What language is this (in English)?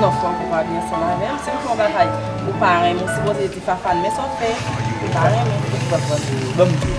Haitian Creole